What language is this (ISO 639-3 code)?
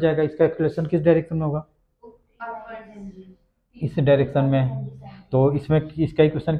hin